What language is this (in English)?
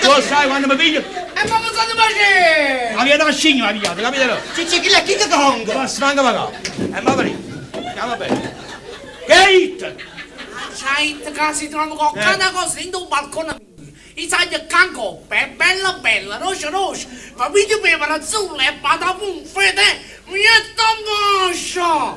Neapolitan